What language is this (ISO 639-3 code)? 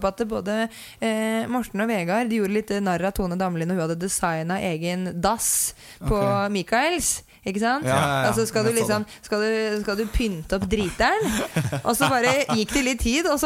nor